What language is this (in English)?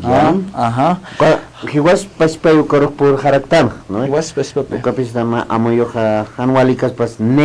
Aymara